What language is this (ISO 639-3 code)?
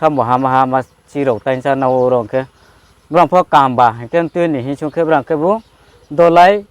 ria